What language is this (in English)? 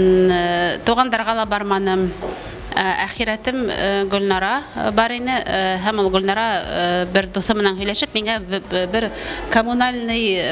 Bashkir